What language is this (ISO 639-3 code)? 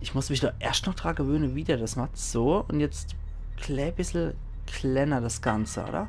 pfl